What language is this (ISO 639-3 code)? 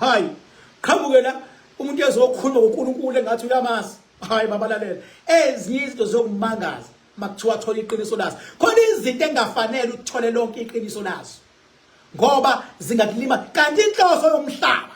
zul